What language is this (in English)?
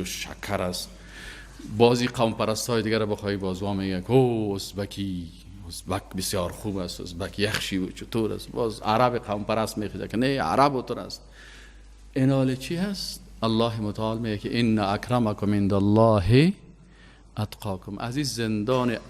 Persian